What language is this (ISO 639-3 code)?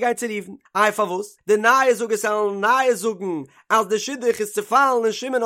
yid